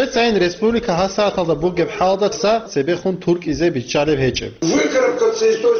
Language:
Avaric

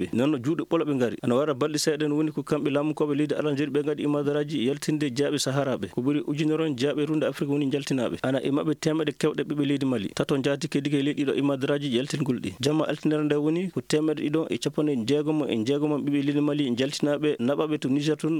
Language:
Maasina Fulfulde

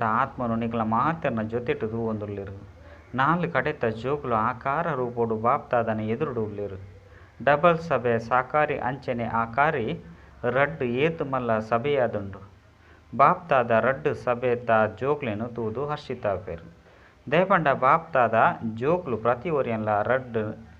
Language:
Tulu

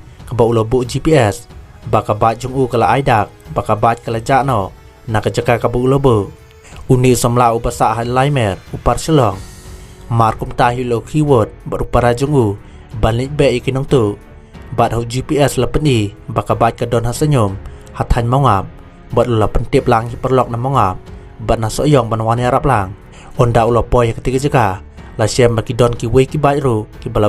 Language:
Khasi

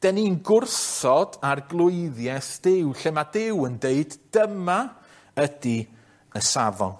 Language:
Welsh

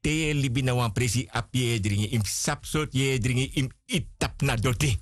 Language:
Sranan Tongo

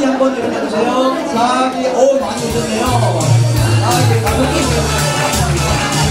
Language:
Korean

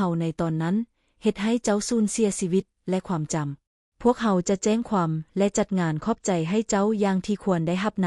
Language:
Lao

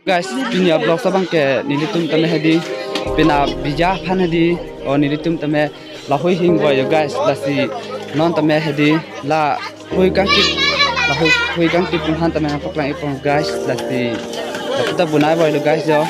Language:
Karbi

